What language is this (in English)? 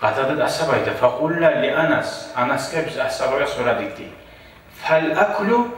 Kumyk